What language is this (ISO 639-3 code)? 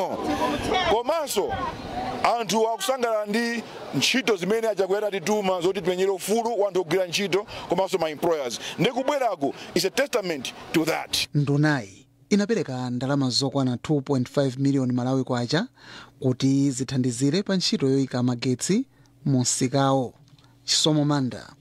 nya